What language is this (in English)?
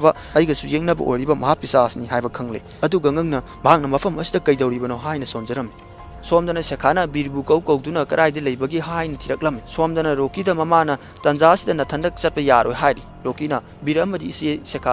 Manipuri